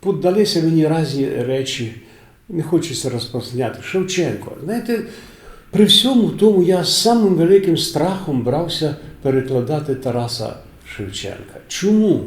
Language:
Rusyn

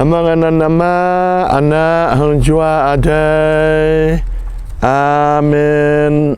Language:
Jarai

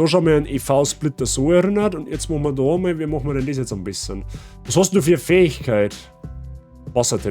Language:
Bavarian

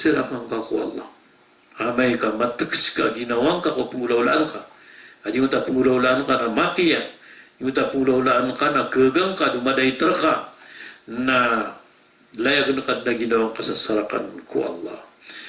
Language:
Maranao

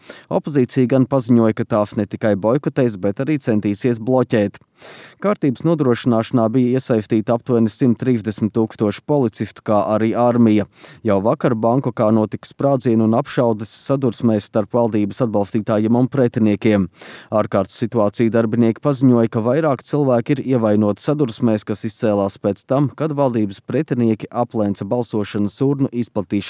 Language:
Latvian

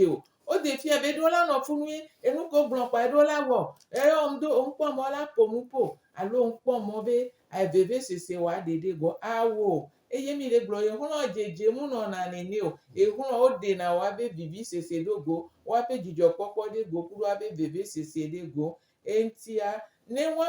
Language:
Gen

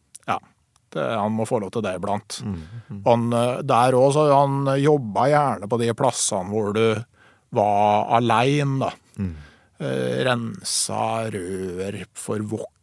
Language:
Norwegian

